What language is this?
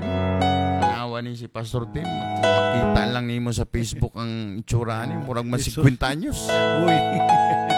Cebuano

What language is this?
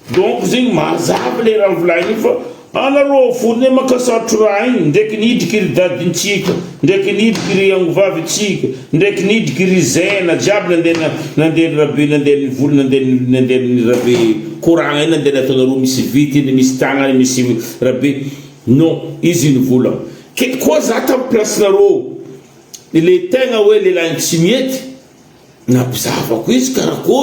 Malagasy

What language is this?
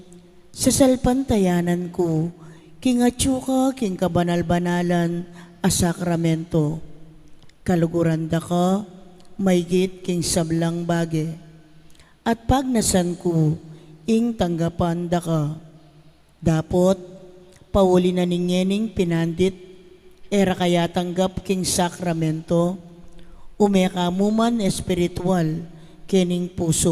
Pampanga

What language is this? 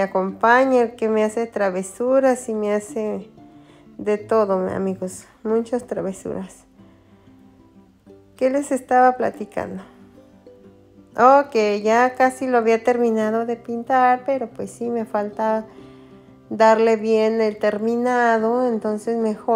Spanish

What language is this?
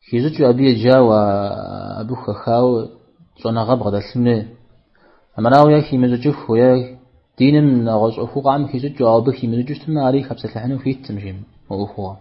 Kabardian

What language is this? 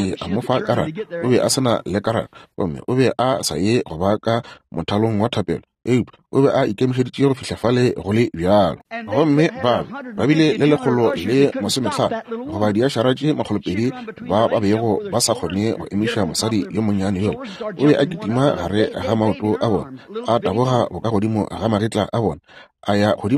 Northern Sotho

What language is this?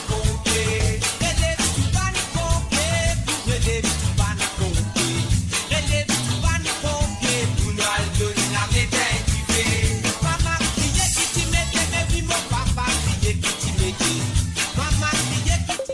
Morisyen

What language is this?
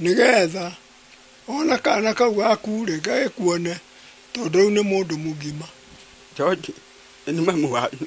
Kikuyu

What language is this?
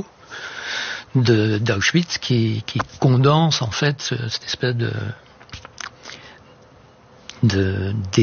French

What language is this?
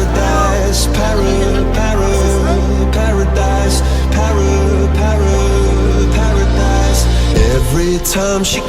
Cebuano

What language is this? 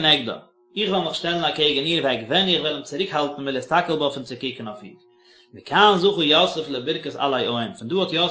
Yiddish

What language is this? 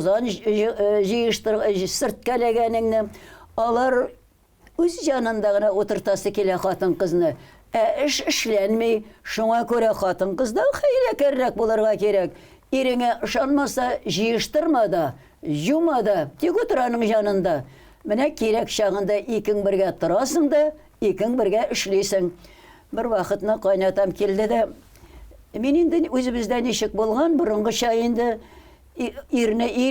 Tatar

